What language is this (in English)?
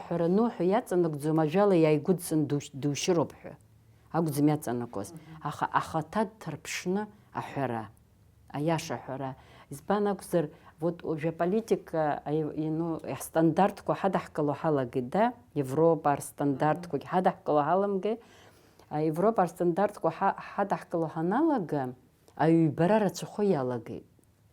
Abkhazian